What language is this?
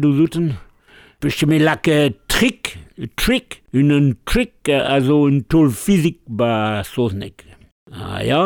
Breton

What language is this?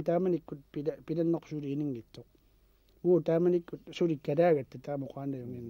Kalaallisut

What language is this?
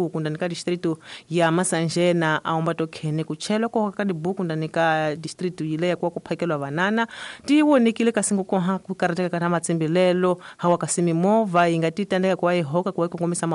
Tsonga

